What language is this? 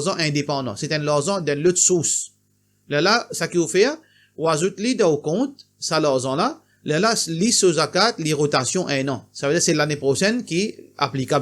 Morisyen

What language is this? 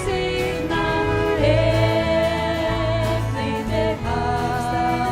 Faroese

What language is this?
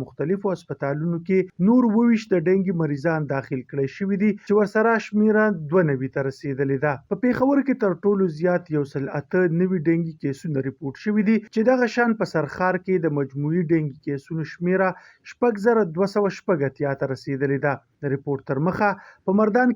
Pashto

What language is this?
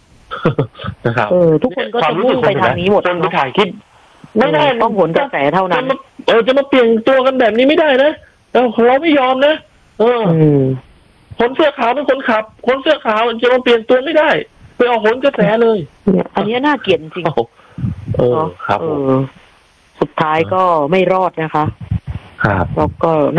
Thai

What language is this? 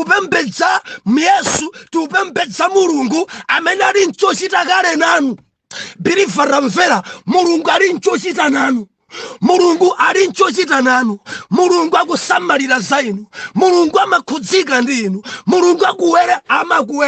Nyanja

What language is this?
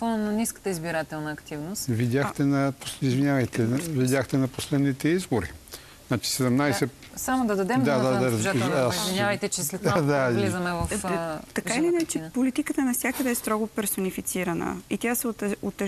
Bulgarian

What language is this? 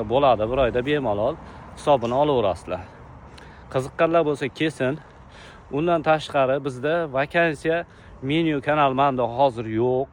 Uzbek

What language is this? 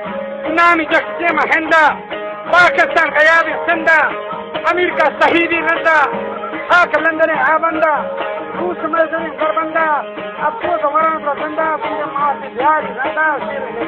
Baluchi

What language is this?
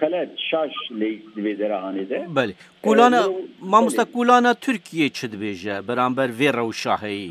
Kurdish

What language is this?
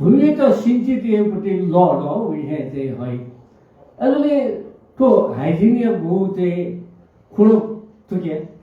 Newari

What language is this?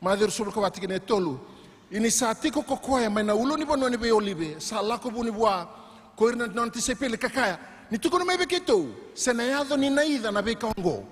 Fijian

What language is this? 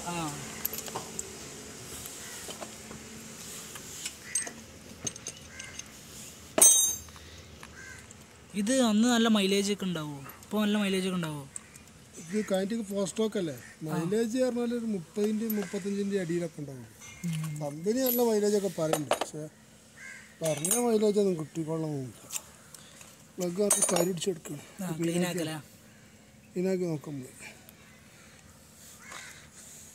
Malayalam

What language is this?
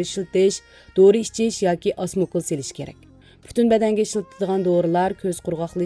Uyghur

